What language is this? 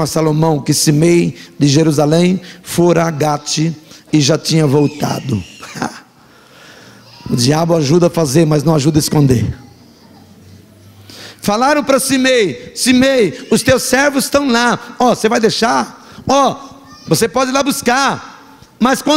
Portuguese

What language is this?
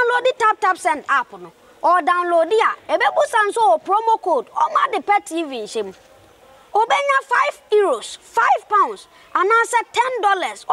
Akan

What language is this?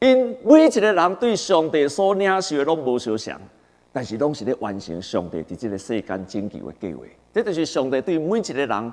Min Nan Chinese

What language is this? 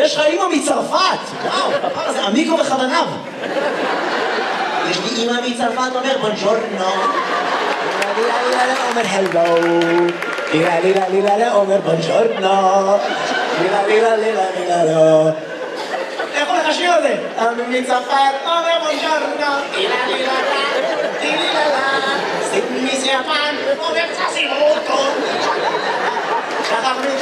Hebrew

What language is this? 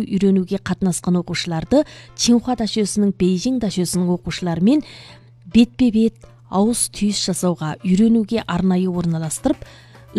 Kazakh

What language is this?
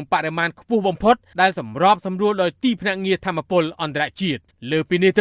Khmer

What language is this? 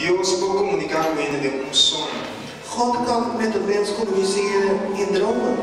Papiamento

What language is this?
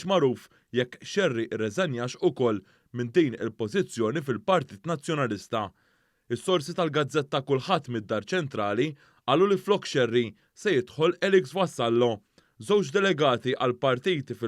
Maltese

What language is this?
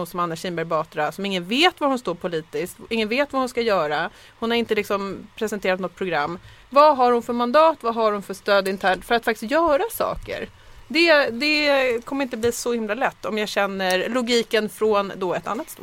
Swedish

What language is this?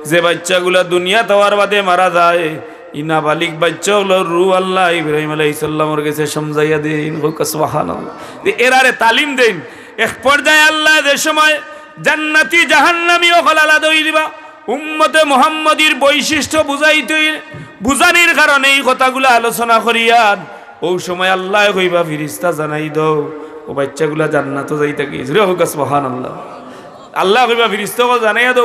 Sylheti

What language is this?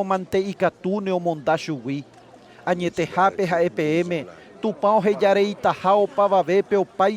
Guarani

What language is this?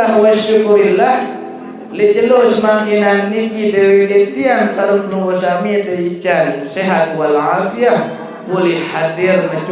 Sasak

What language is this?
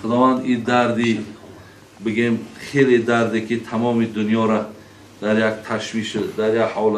Tajik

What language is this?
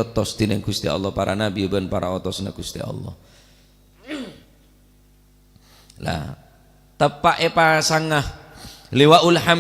Madurese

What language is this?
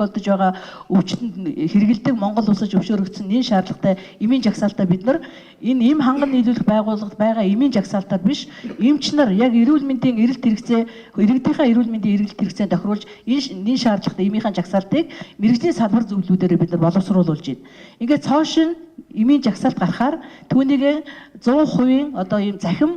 Mongolian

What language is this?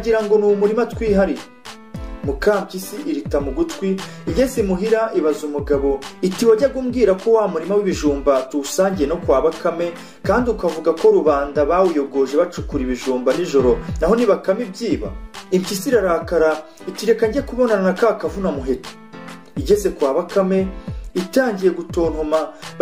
Kinyarwanda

